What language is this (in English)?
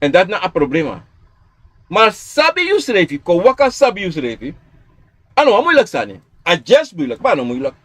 Sranan Tongo